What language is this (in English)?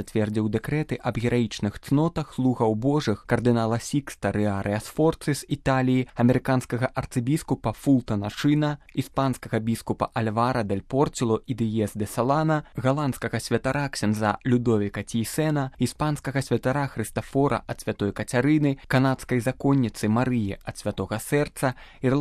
Belarusian